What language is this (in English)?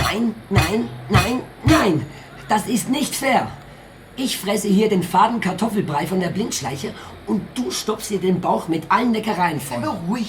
Swiss German